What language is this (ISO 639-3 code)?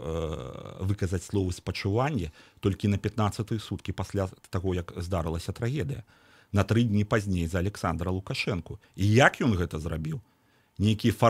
bel